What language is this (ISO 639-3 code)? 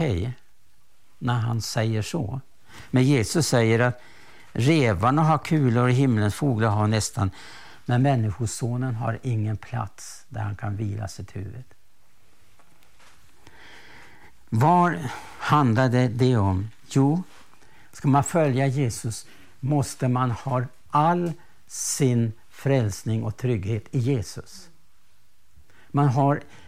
swe